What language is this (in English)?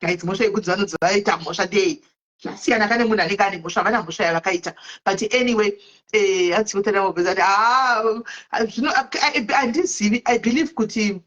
Shona